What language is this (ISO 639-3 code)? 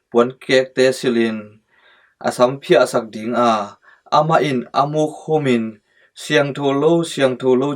ctd